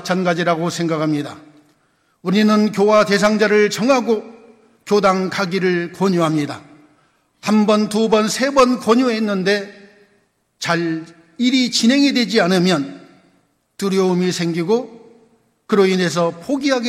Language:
Korean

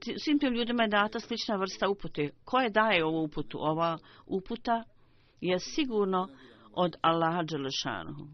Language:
Bosnian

